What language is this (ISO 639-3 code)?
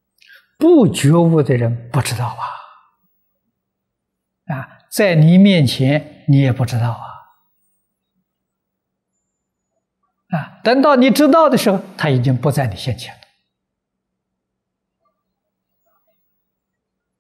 zho